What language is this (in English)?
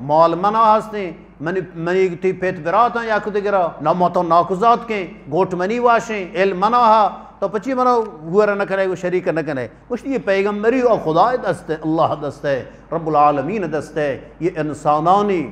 Eastern Balochi